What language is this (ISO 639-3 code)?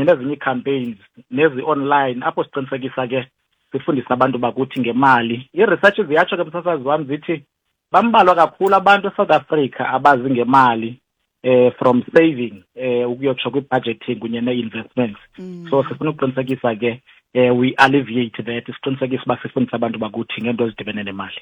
xho